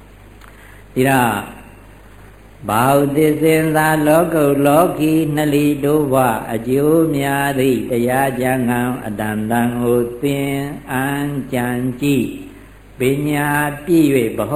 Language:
Burmese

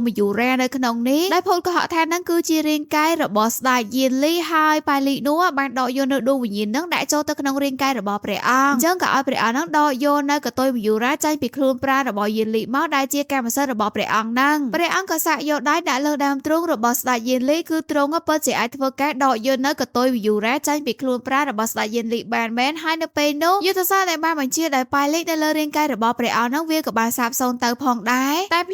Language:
Khmer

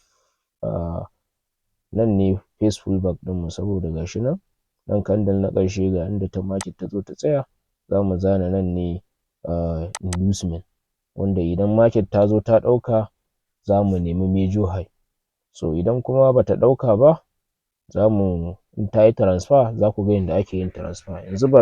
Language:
Hausa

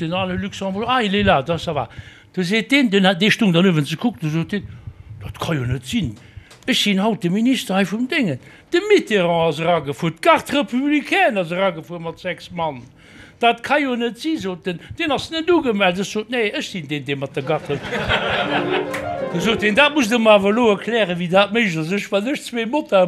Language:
Luxembourgish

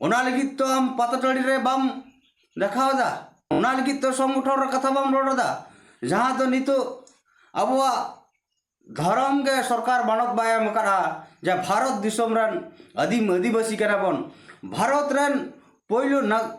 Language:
Santali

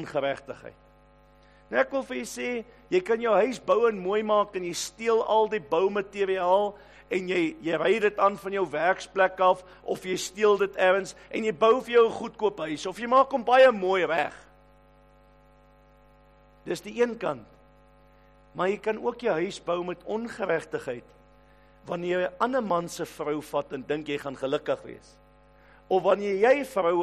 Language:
Afrikaans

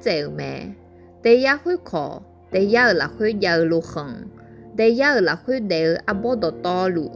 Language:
Akha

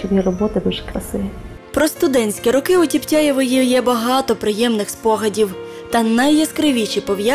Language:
Ukrainian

